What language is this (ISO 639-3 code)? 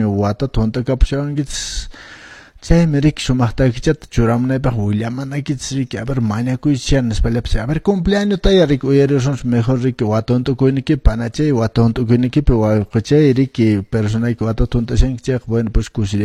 que